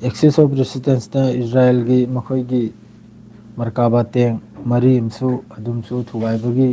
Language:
Manipuri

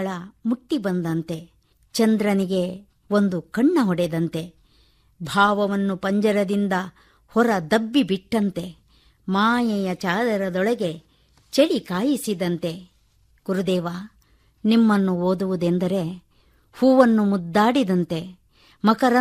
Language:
Kannada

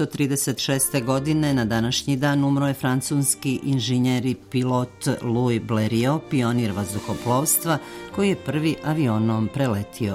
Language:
Serbian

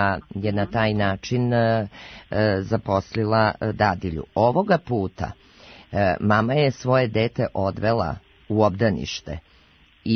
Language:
Serbian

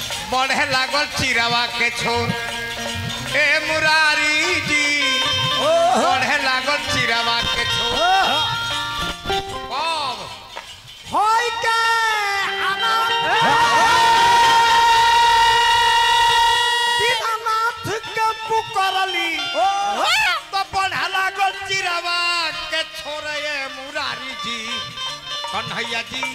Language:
Bhojpuri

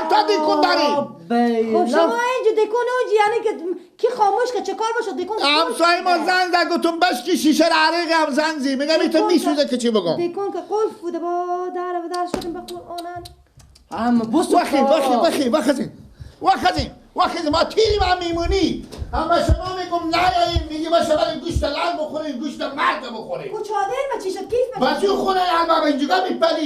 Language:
Persian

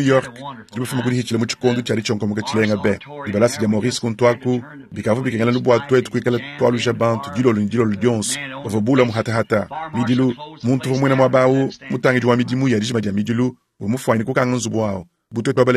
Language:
Luba-Lulua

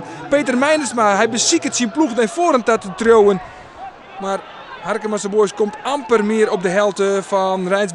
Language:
Western Frisian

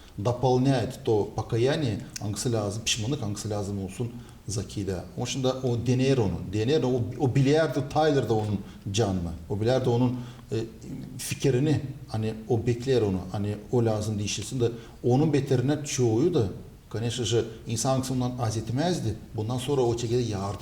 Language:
Gagauz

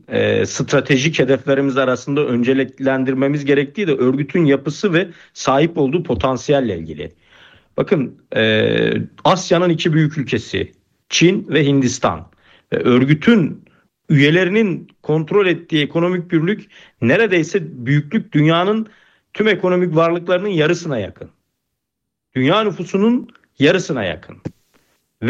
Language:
Turkish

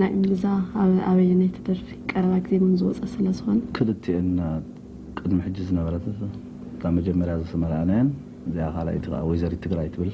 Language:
Tigrinya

